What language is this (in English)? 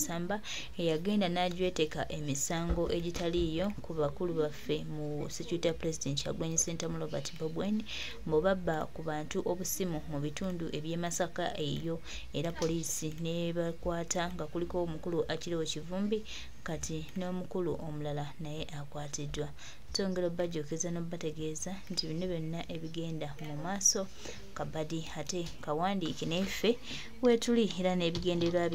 Ganda